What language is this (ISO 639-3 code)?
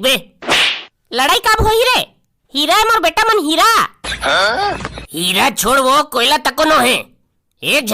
hne